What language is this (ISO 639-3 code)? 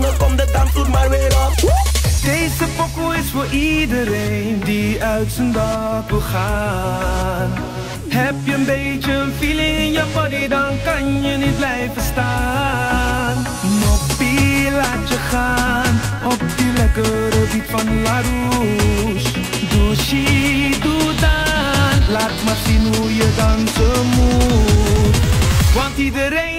nld